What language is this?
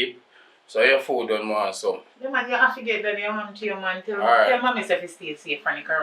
Jamaican Creole English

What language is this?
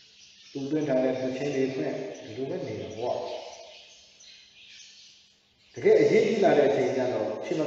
Burmese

